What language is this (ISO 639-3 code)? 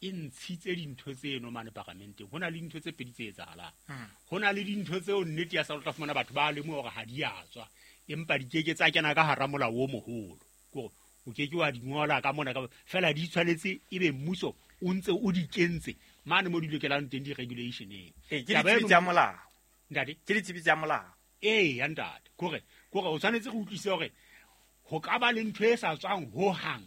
sot